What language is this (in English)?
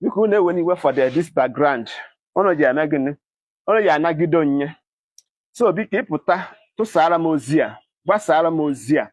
Igbo